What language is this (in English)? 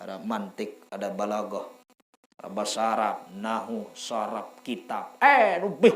Sasak